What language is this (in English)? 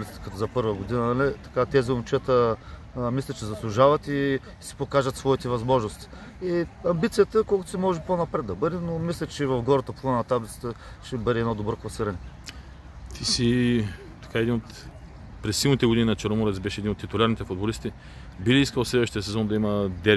Bulgarian